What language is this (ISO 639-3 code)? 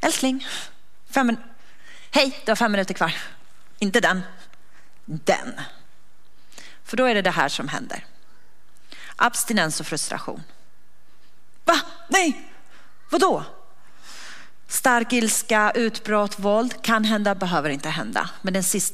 swe